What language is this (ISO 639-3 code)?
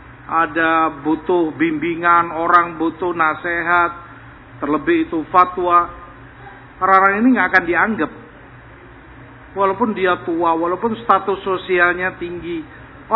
ind